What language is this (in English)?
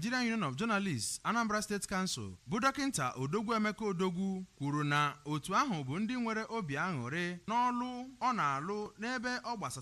Igbo